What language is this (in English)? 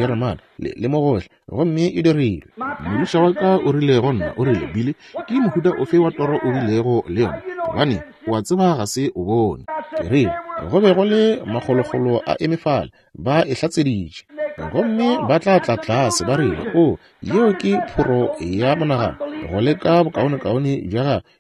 Northern Sotho